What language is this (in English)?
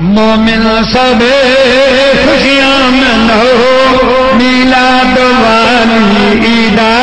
Saraiki